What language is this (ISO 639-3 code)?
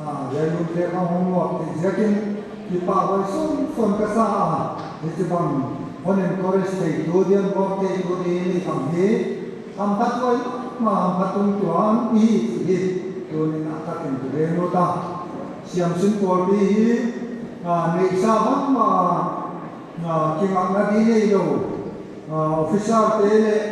pck